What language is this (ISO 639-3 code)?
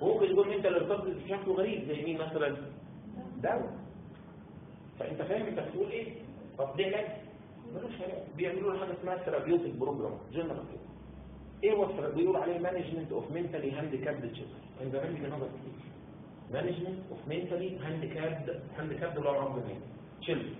arz